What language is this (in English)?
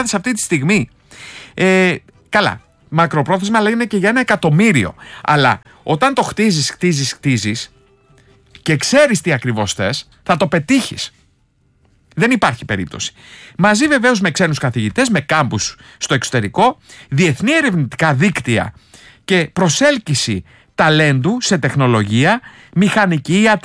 Greek